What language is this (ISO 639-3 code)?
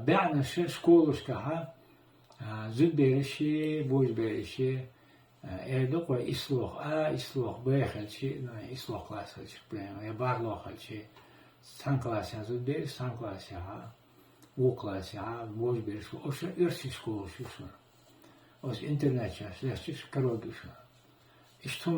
che